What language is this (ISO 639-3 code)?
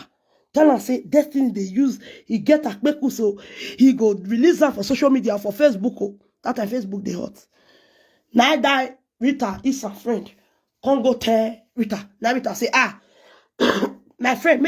pcm